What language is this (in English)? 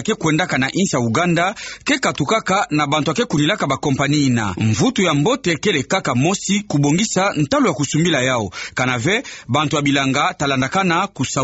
Kituba (Democratic Republic of Congo)